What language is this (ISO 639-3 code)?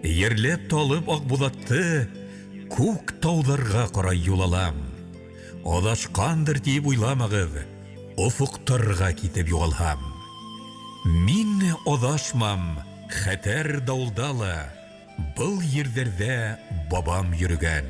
bak